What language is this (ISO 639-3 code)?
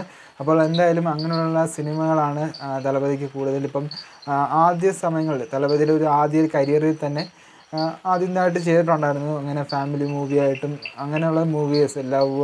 mal